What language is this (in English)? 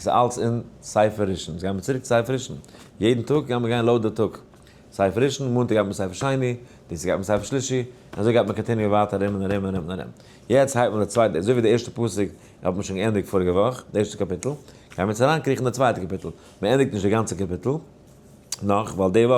Yiddish